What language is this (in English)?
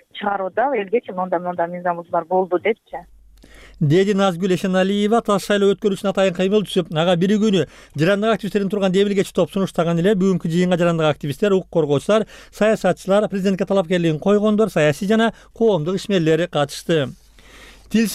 Kyrgyz